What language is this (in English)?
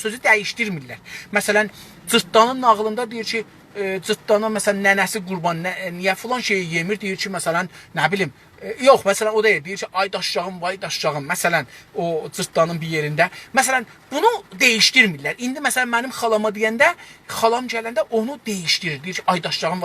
South Azerbaijani